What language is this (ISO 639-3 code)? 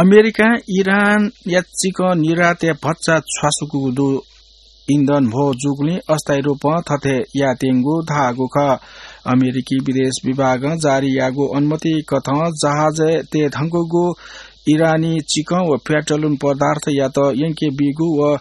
new